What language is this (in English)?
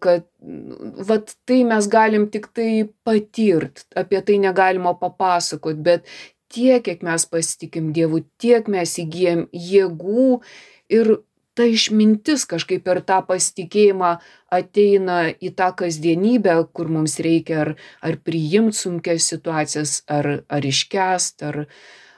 Lithuanian